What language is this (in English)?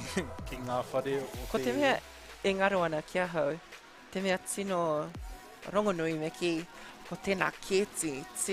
Māori